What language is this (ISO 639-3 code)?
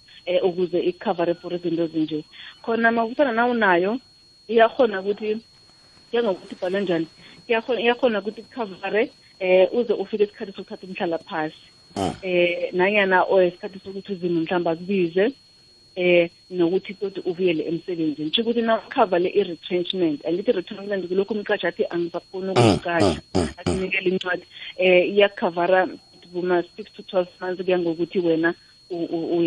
nbl